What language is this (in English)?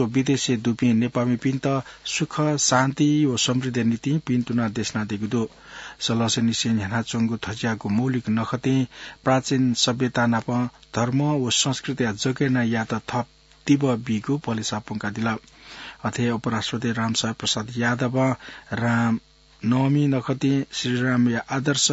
Newari